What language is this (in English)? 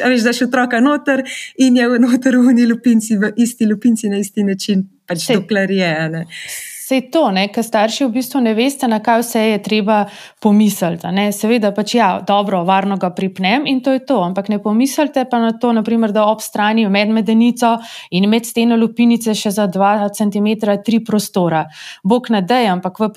Slovenian